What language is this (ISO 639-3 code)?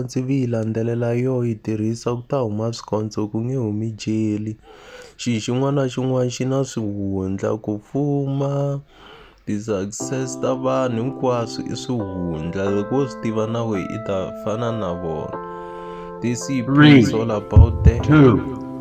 tso